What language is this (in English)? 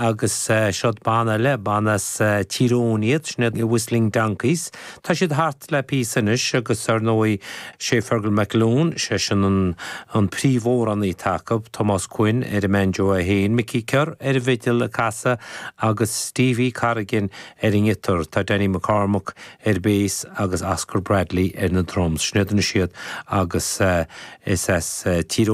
Irish